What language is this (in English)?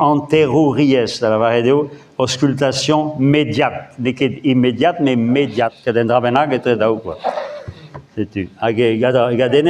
Breton